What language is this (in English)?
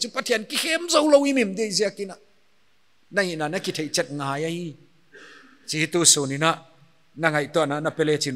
Paite Chin